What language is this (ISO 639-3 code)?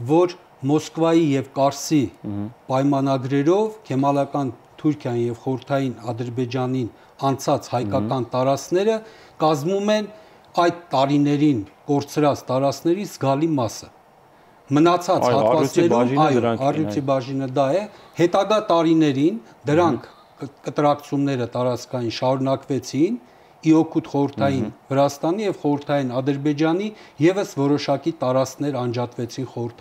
hye